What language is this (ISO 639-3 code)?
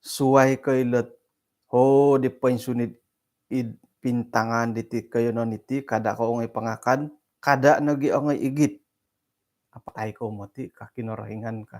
dtp